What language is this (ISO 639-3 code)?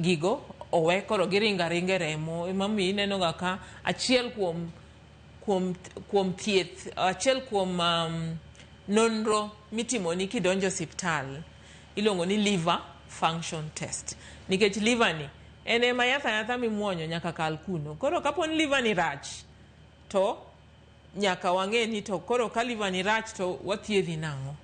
luo